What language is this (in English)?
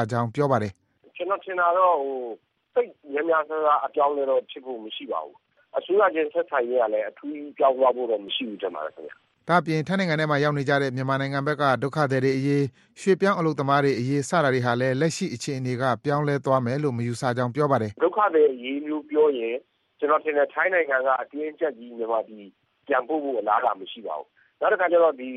Burmese